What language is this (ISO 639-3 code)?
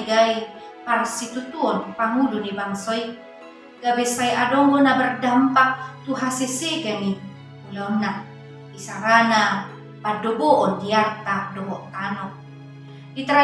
bbc